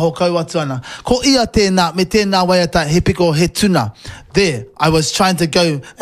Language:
Māori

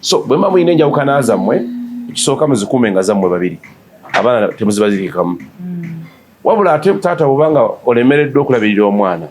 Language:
Ganda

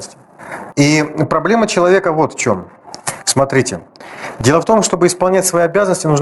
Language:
Russian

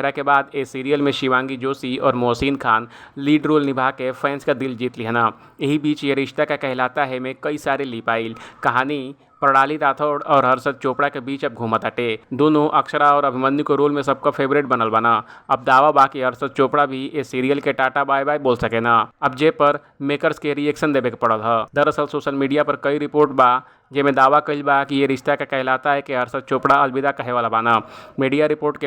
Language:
Bhojpuri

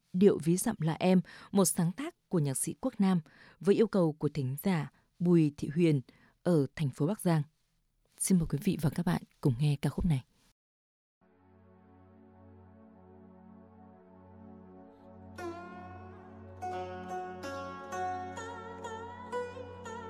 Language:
Vietnamese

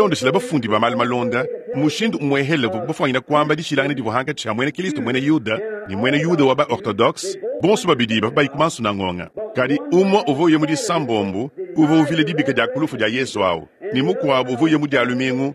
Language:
Luba-Lulua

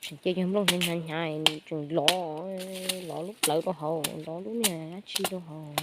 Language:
Hmong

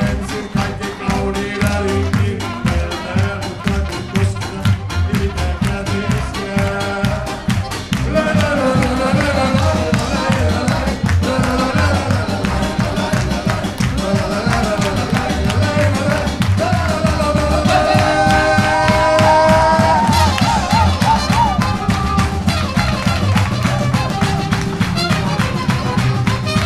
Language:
Finnish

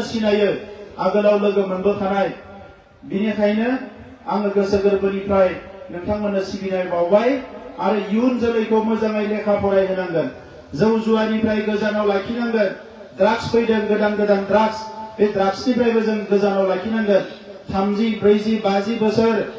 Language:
Bodo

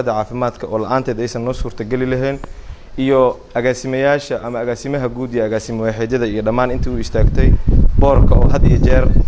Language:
Somali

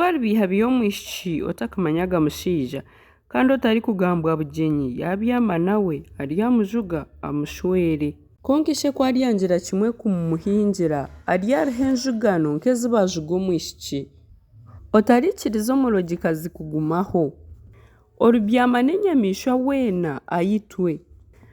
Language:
Nyankole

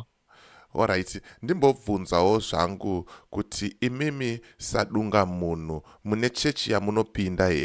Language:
Shona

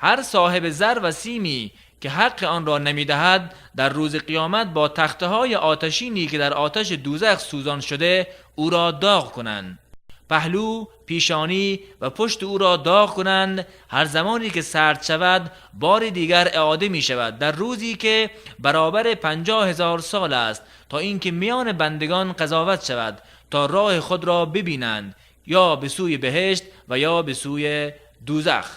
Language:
Tajik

